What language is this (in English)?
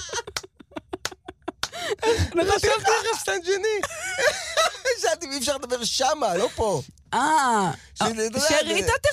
Hebrew